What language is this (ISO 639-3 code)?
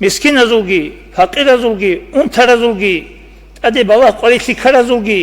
ava